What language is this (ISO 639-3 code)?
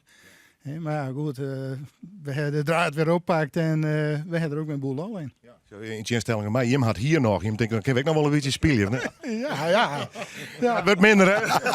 fry